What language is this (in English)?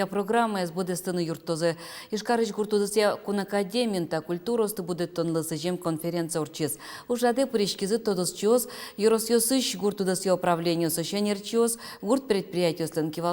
Udmurt